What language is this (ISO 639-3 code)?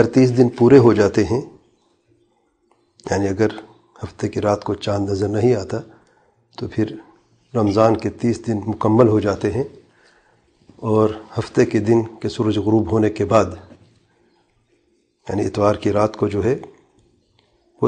urd